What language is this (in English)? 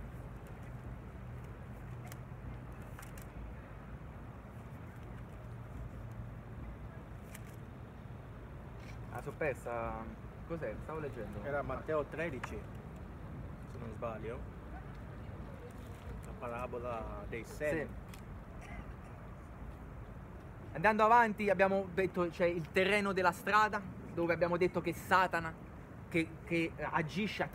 Italian